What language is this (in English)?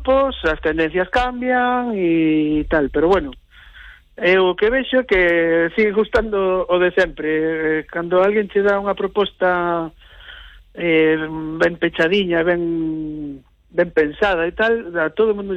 Galician